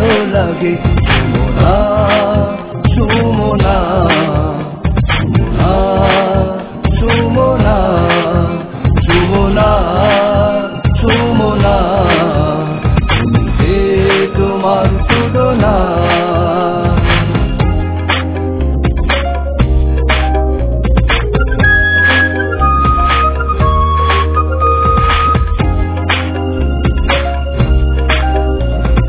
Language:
Bangla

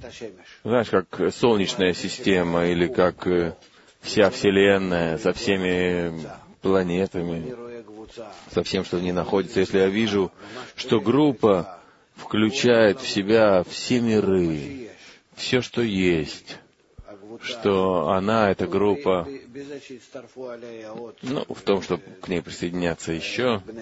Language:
Russian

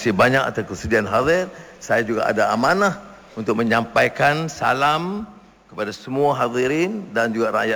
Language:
Malay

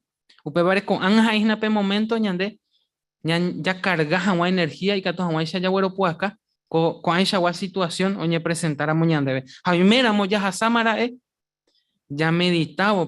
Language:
Guarani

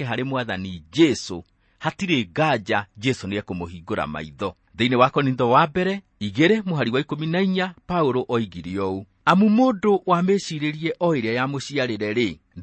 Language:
Kikuyu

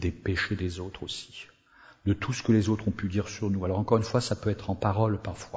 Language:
French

